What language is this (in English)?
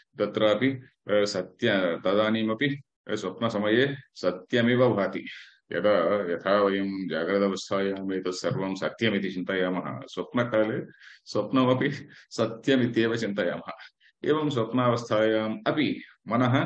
Sanskrit